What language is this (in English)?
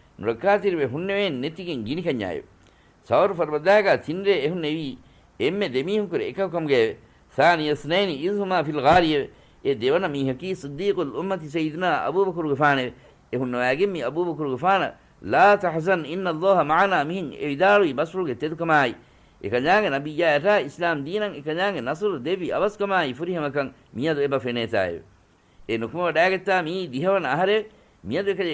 Divehi